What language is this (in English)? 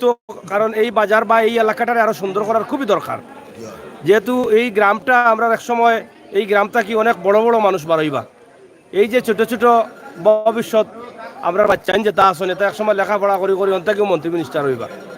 Sylheti